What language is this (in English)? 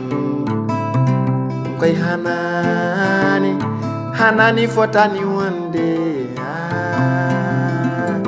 Fula